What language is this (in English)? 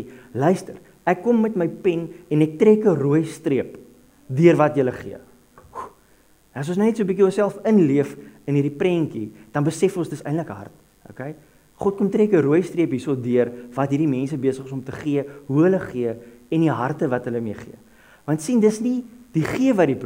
Afrikaans